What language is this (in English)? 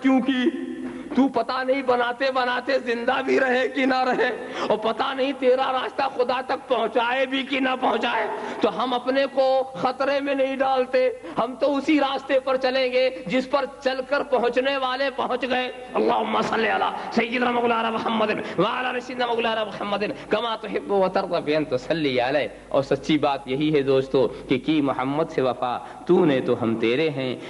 Urdu